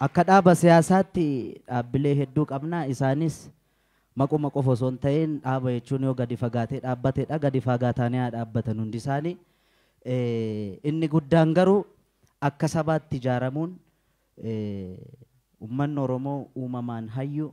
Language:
Oromo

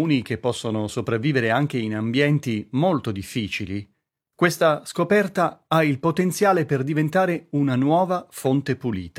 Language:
Italian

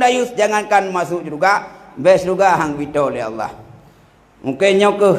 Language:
Achinese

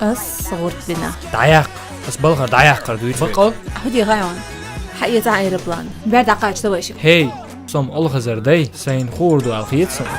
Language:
Chechen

